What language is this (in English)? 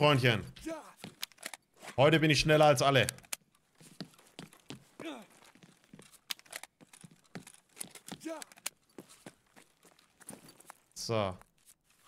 German